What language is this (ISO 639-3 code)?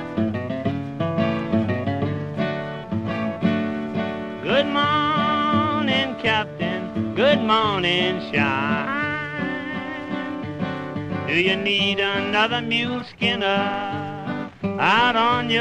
eng